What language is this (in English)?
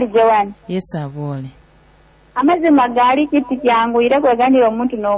Nyoro